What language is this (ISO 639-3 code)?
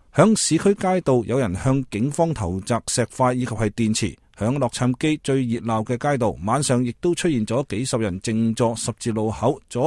yue